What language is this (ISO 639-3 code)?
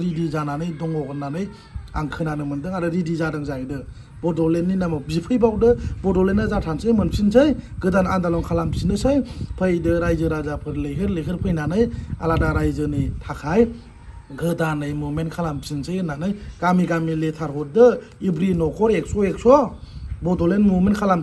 brx